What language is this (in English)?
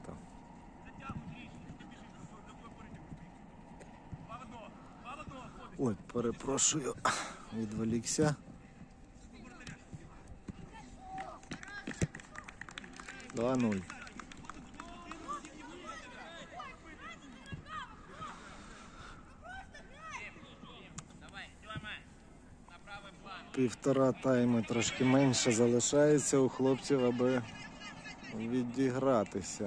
Ukrainian